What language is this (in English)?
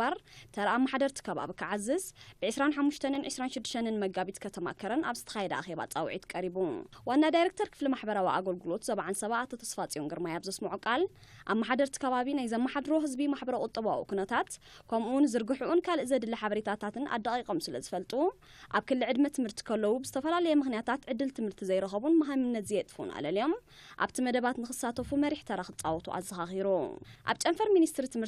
Tigrinya